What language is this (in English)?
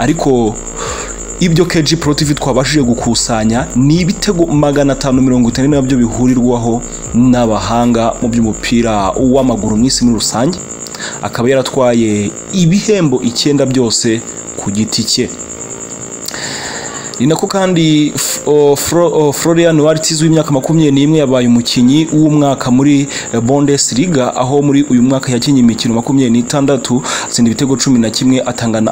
Kinyarwanda